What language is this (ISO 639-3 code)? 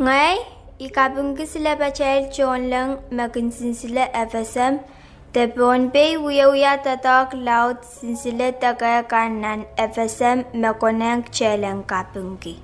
pon